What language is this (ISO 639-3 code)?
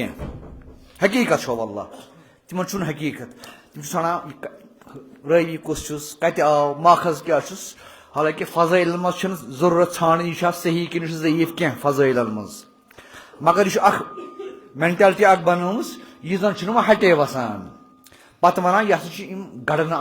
kas